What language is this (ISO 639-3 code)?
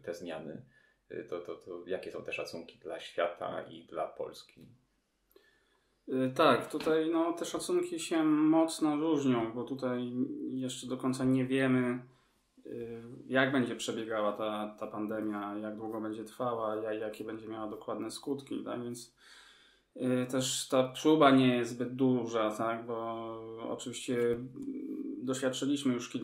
pol